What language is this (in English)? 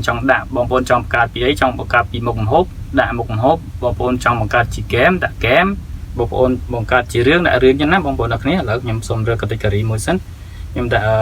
Khmer